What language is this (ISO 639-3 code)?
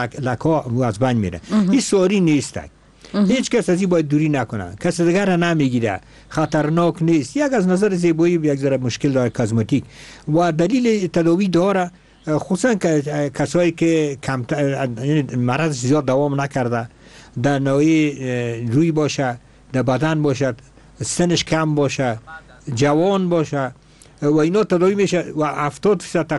fas